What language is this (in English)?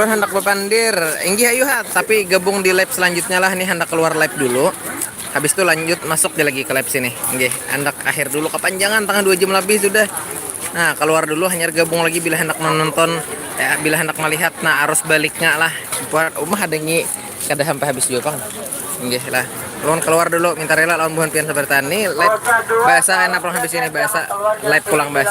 Banjar